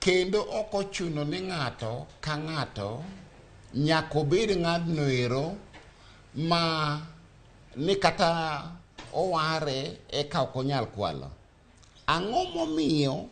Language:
Luo (Kenya and Tanzania)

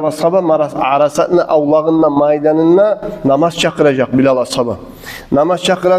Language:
Kumyk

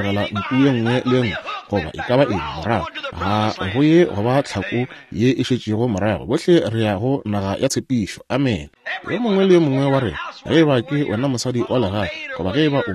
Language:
Northern Sotho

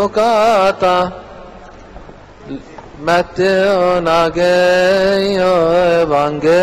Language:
Egyptian Arabic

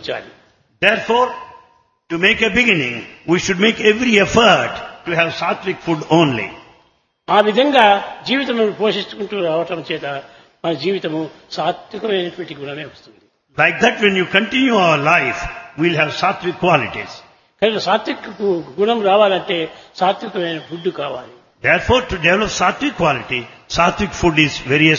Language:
Telugu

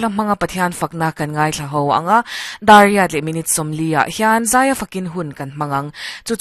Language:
Mizo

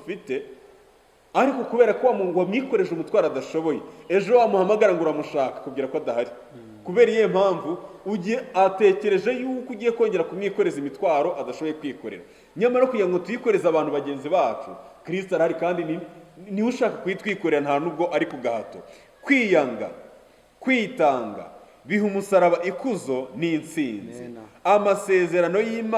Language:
Kinyarwanda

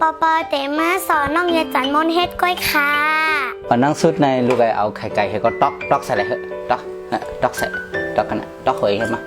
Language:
Shan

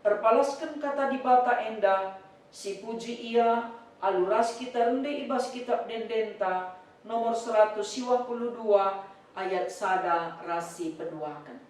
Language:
Batak Karo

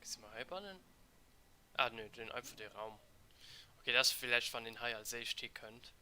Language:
Luxembourgish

